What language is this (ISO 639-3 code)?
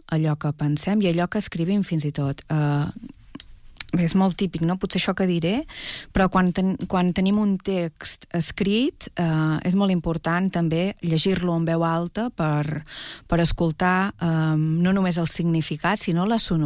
cat